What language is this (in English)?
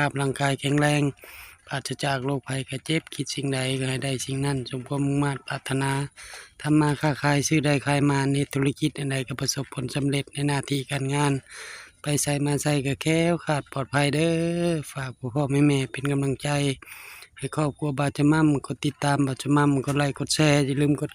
Northeastern Thai